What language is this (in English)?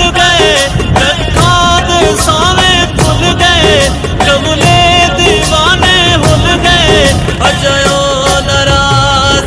Pahari-Potwari